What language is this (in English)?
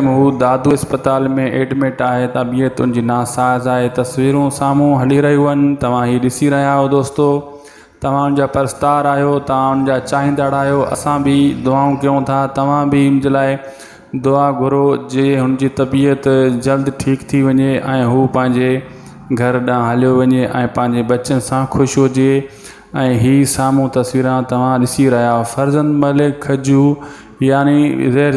Sindhi